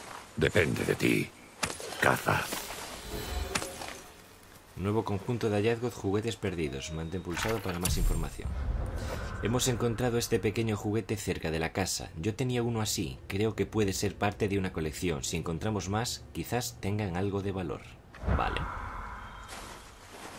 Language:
Spanish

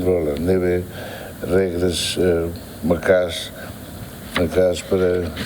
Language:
Tetum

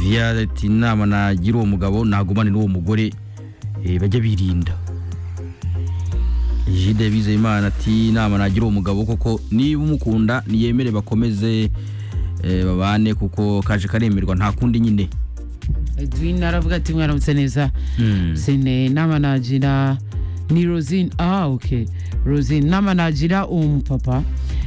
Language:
Kinyarwanda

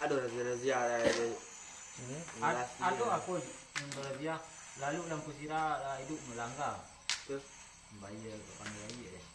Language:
Minangkabau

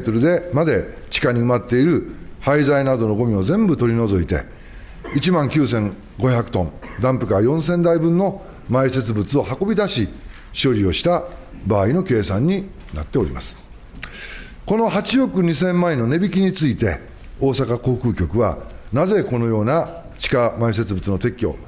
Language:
Japanese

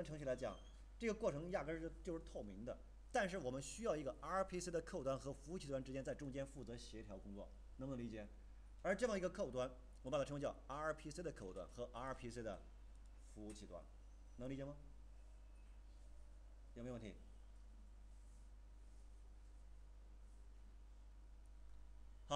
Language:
Chinese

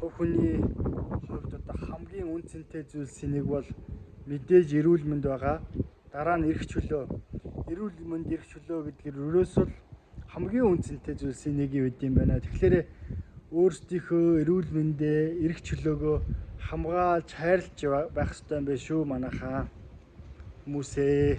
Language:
Mongolian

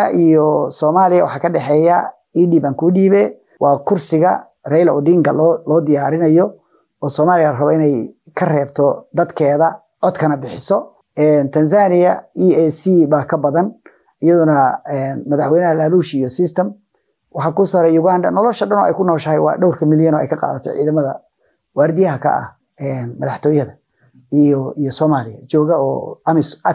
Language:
Somali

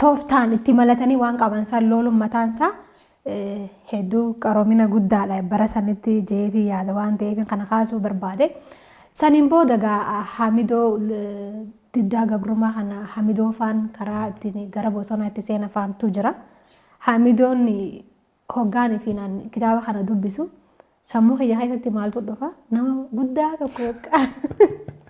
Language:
Oromo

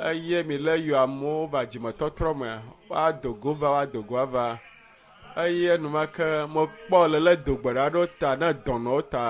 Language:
Ewe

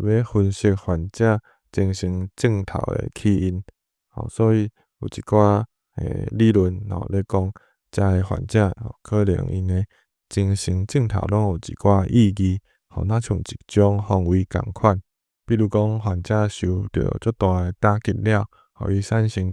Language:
Min Nan Chinese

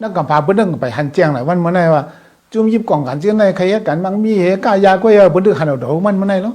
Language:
Shan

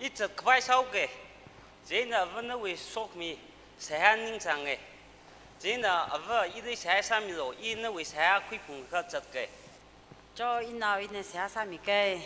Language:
Tangkhul Naga (India)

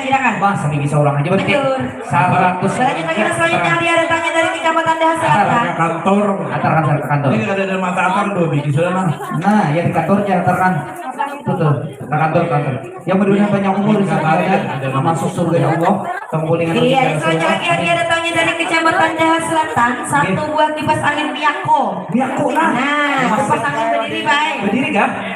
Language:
Banjar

